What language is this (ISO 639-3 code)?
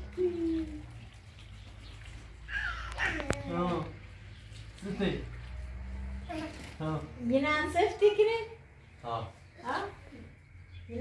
fas